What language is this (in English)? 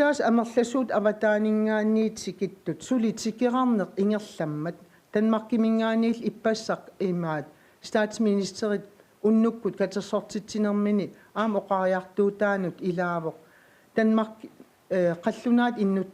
Kalaallisut